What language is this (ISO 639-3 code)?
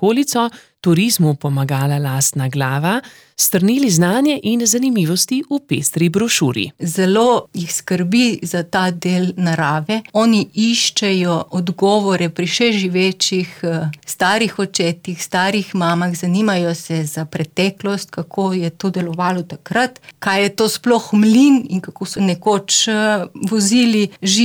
slv